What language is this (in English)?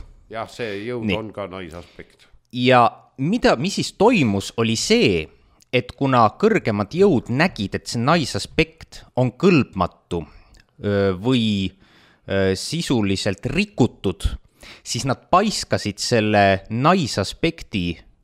Estonian